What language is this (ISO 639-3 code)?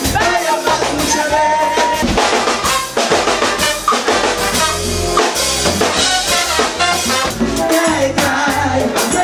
fra